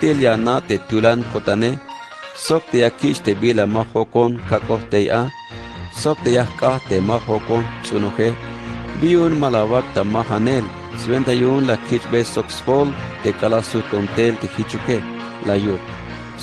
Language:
Tzeltal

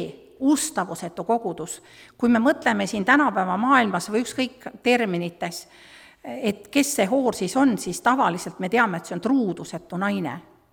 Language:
Estonian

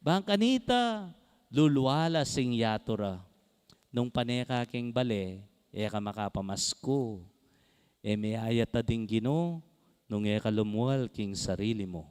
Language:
Pampanga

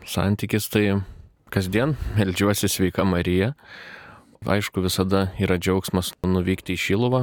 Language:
Lithuanian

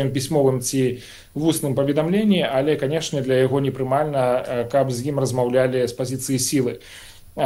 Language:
Belarusian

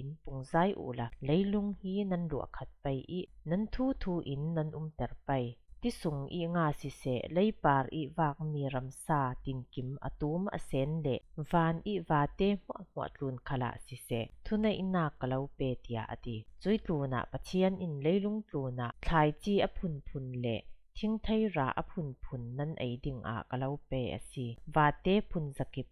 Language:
Falam Chin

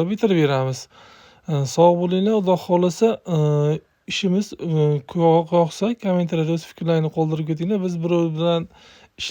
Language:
Uzbek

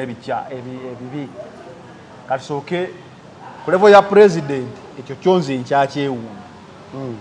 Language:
Ganda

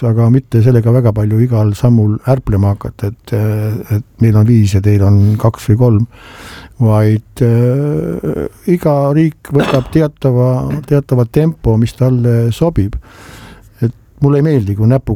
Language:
Estonian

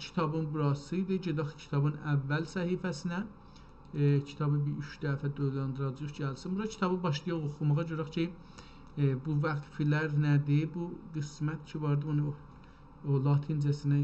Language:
South Azerbaijani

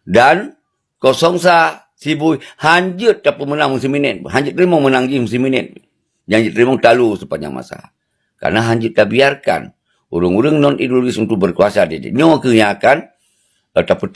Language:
Achinese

